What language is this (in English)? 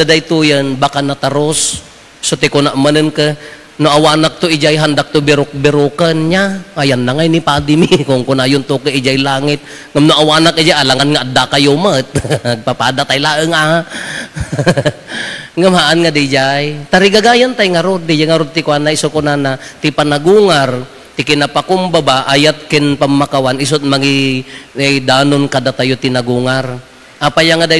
Iloko